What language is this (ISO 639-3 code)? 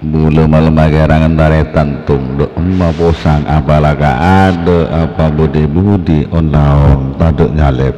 mad